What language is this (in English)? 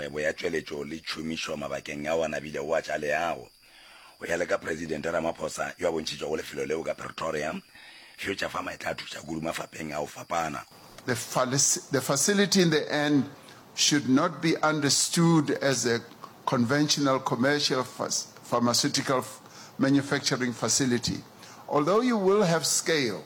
Northern Sotho